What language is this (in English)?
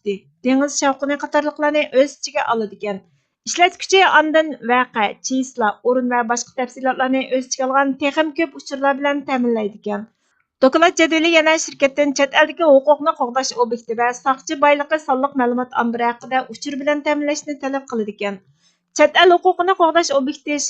Uyghur